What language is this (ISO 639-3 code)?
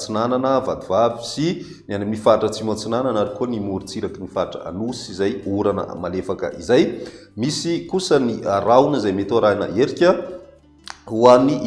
mlg